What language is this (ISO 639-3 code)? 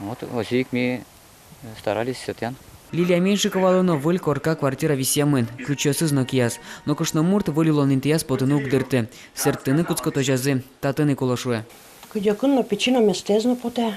udm